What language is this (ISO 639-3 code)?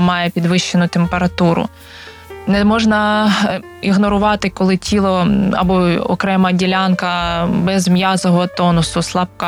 ukr